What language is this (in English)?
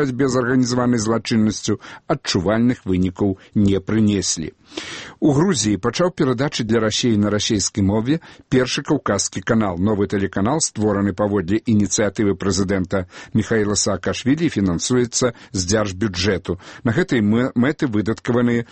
Belarusian